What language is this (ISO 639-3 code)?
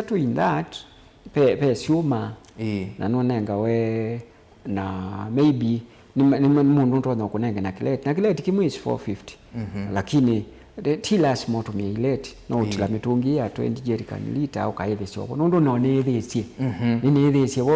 kam